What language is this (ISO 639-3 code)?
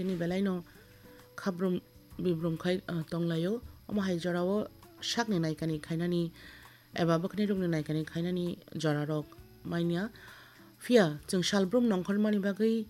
trp